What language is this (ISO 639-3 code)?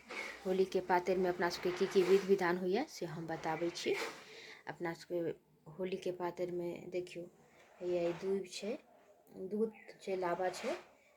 mai